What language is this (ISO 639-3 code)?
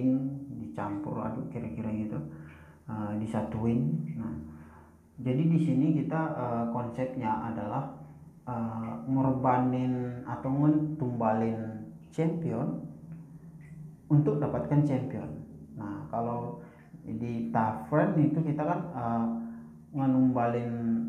ind